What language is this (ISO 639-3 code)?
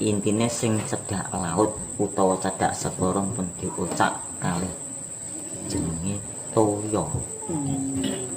jav